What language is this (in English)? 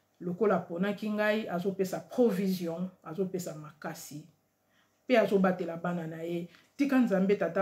Lingala